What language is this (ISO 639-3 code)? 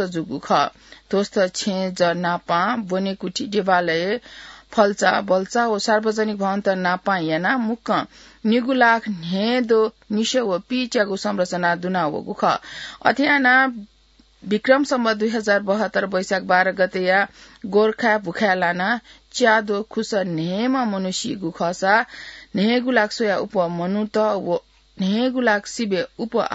new